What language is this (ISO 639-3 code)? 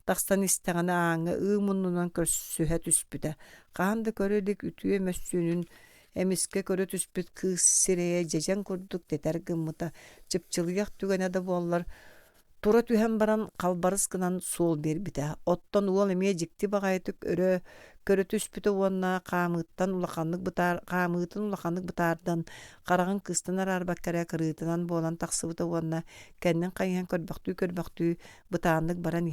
sah